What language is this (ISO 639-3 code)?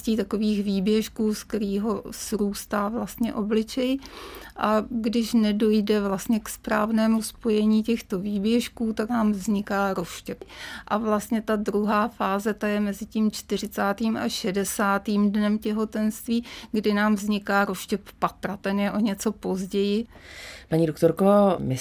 ces